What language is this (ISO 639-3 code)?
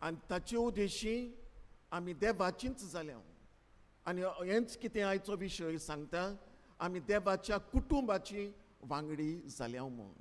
kok